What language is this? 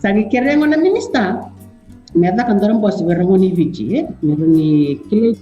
Fijian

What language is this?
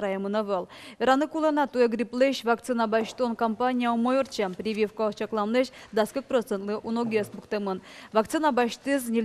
Udmurt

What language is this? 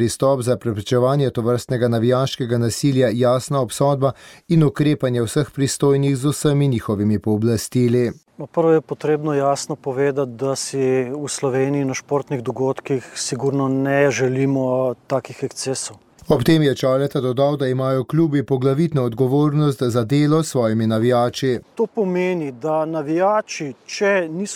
Slovenian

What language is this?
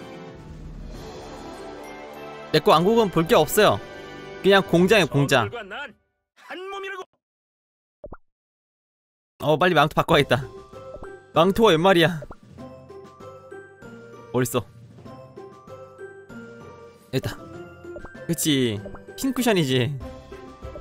Korean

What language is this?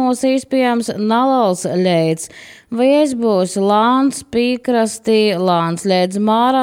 Latvian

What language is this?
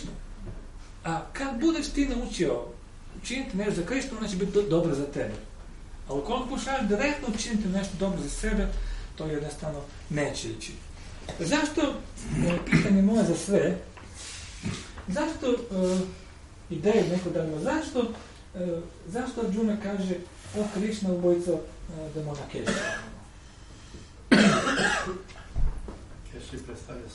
Croatian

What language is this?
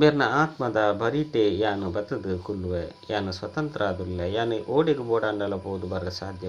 Tulu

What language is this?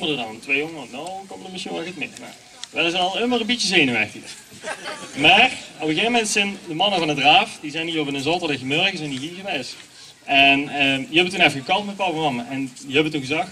Limburgish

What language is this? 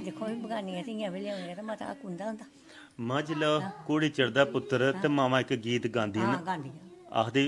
Dogri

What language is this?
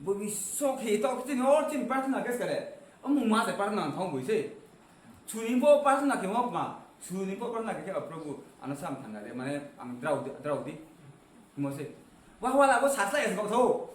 Riang (India)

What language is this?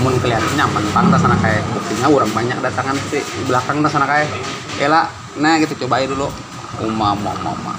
Banjar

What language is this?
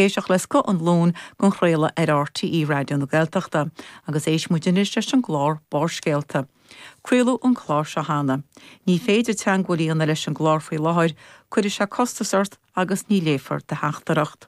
Irish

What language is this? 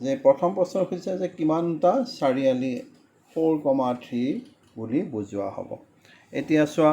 Assamese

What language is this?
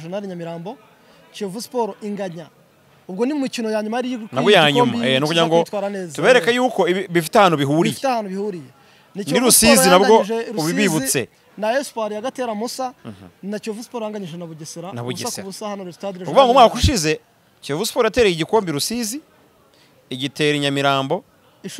Kinyarwanda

